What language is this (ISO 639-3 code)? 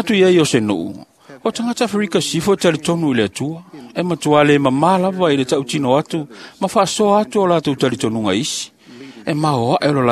smo